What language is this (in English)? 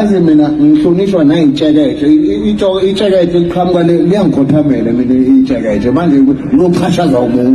Zulu